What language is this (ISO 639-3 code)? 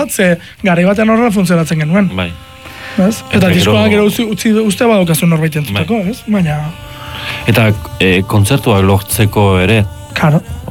eus